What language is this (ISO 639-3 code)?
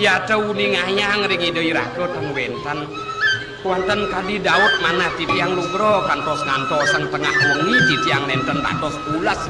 ban